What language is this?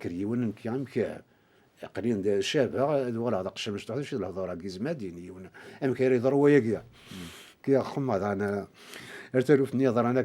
Kabyle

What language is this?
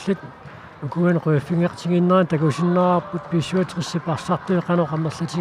Kalaallisut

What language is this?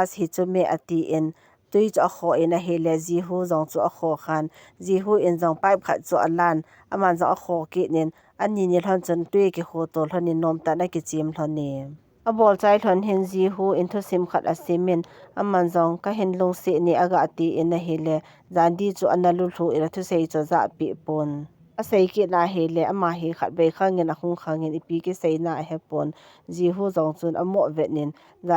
Thado Chin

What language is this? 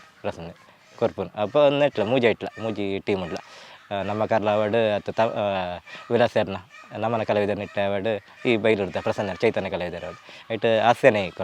Tulu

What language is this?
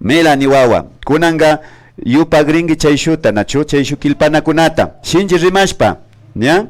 Imbabura Highland Quichua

